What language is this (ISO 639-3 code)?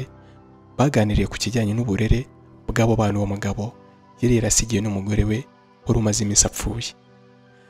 kin